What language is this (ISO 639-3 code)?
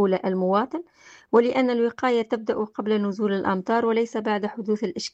aeb